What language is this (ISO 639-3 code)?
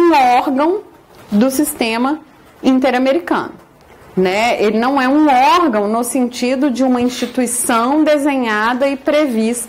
por